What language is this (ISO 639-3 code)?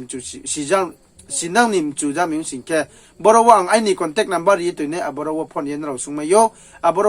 ria